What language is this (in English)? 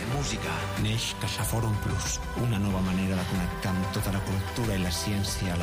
Catalan